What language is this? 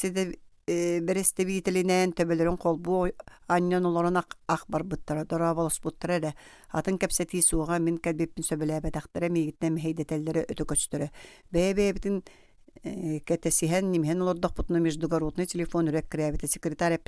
Yakut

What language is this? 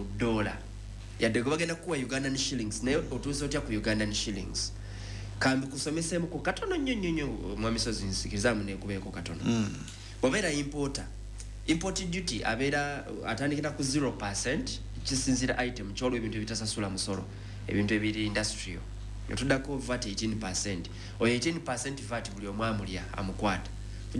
Ganda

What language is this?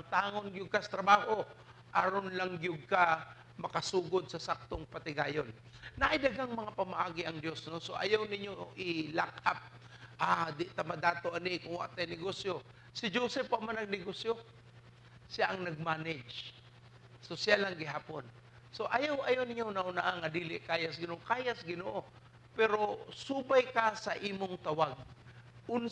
Cebuano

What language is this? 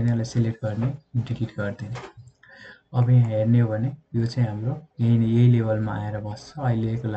Nepali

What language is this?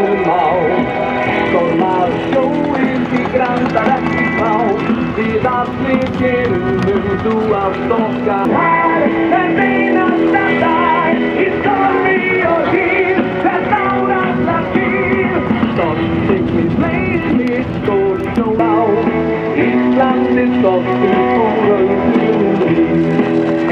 Icelandic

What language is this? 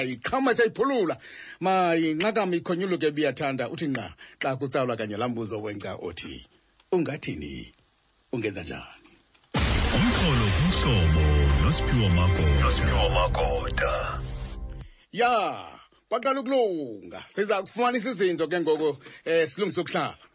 Xhosa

